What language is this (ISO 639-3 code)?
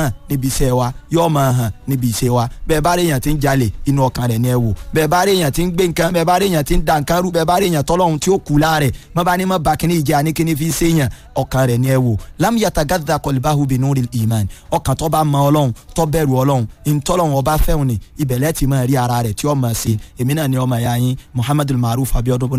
yor